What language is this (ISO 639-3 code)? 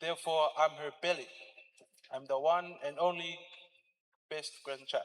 smo